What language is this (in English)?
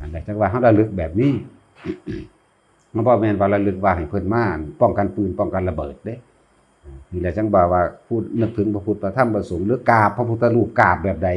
Lao